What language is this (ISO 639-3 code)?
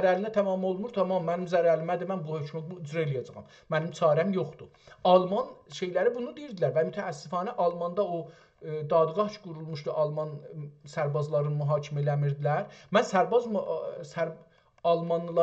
azb